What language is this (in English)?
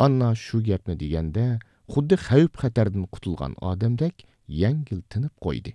Uyghur